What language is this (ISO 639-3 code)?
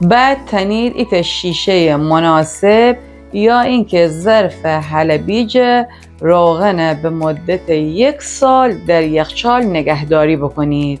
glk